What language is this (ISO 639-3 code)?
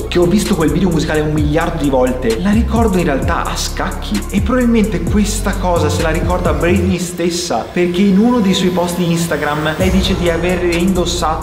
ita